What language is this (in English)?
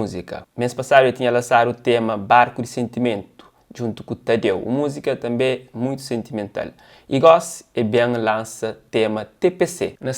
Kabuverdianu